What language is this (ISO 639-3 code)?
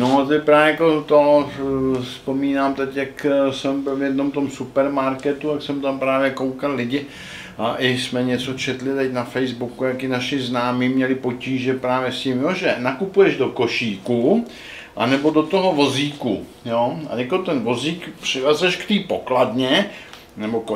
ces